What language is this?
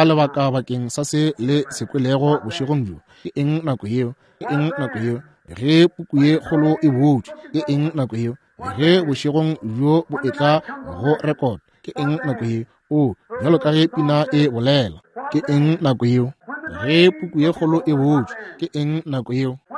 Northern Sotho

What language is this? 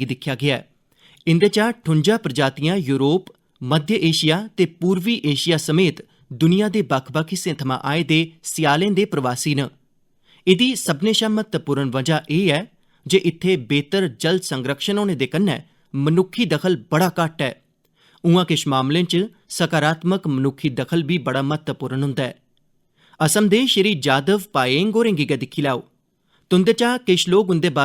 Dogri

